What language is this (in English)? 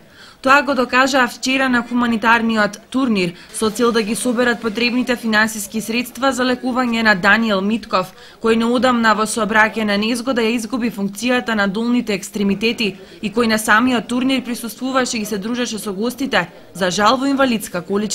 Macedonian